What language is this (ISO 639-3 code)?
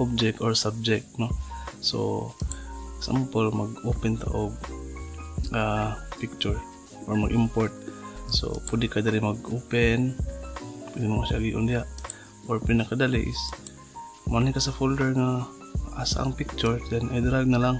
ceb